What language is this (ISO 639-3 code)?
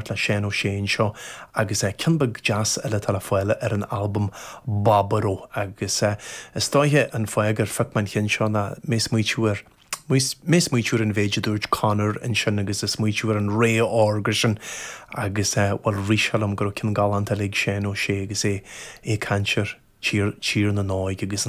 gle